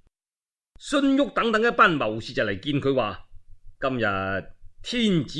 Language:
Cantonese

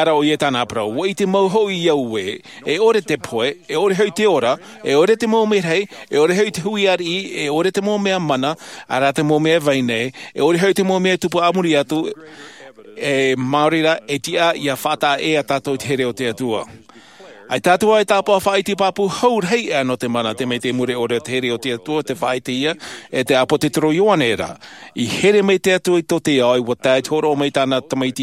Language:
Tahitian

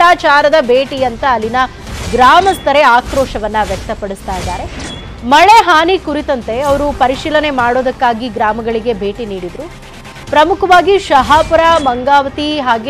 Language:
Kannada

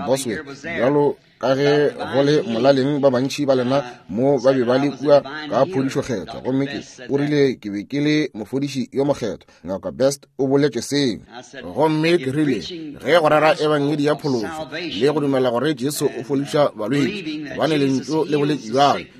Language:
Northern Sotho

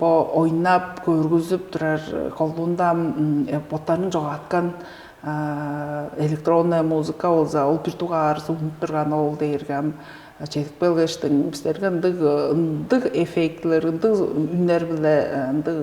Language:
Tuvinian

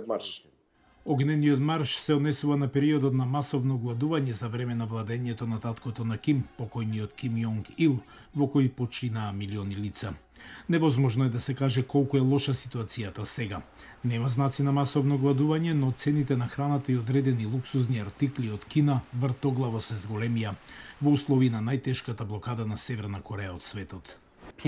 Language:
Macedonian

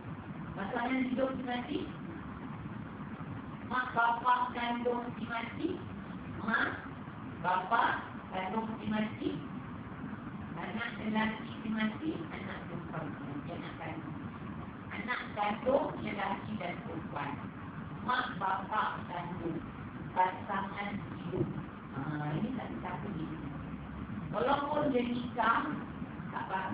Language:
Malay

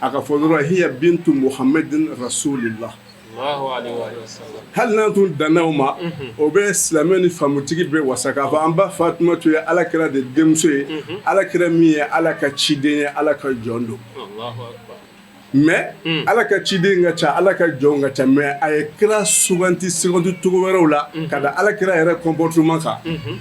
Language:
Bambara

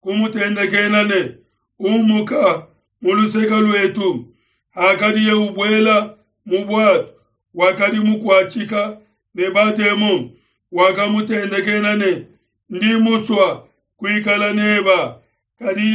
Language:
Luba-Lulua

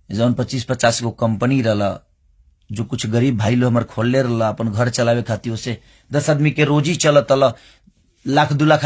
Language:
Bhojpuri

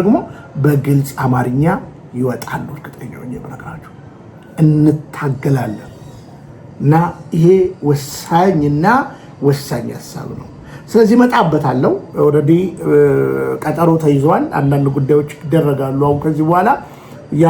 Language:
Amharic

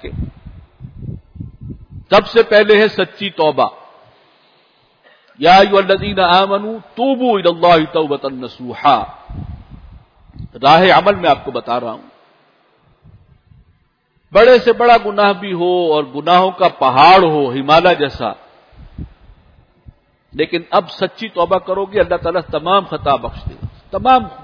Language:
Urdu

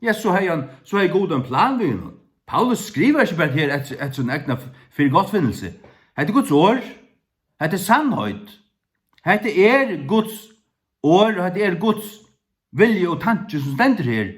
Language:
Faroese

